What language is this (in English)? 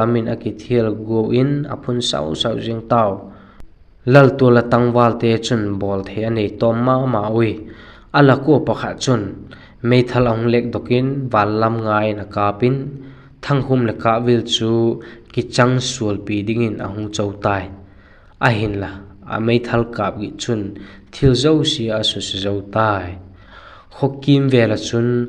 Vaiphei